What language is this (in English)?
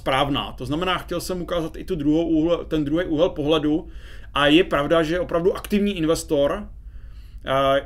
Czech